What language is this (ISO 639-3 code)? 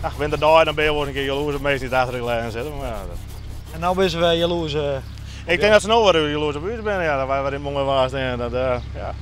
fry